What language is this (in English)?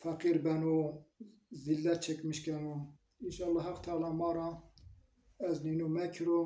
Zaza